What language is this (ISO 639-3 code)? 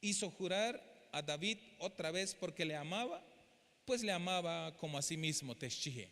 tzh